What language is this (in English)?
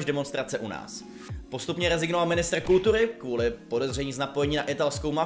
Czech